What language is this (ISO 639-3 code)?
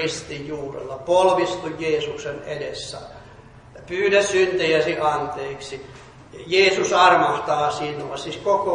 fin